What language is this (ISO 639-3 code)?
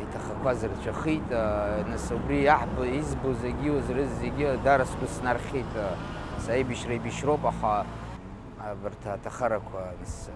abk